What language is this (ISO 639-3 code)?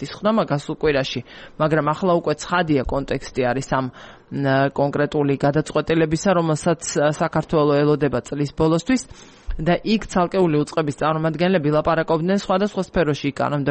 kat